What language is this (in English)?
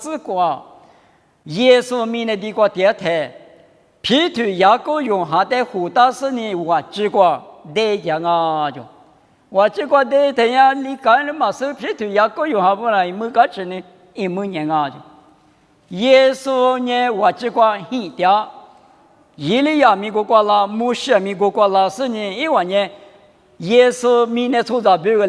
Lisu